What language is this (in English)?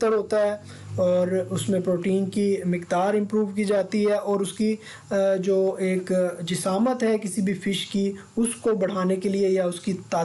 Urdu